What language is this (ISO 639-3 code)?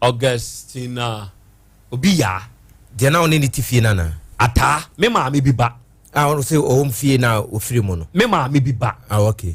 aka